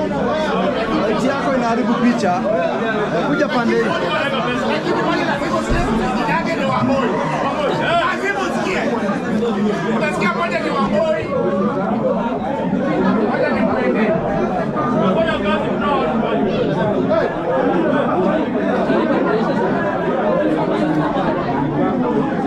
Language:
Swahili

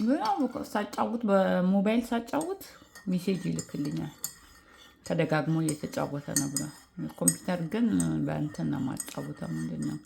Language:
Amharic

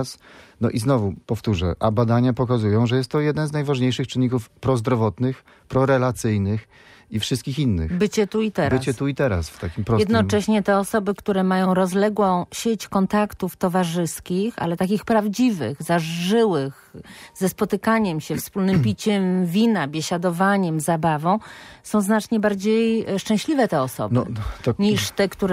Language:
Polish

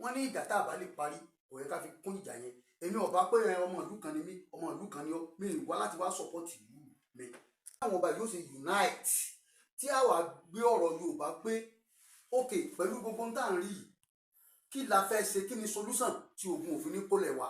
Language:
Yoruba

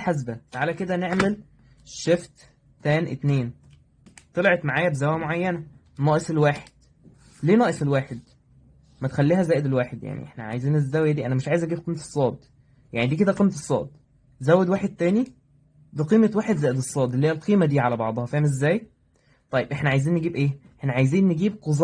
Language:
Egyptian Arabic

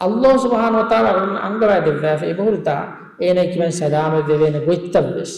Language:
Divehi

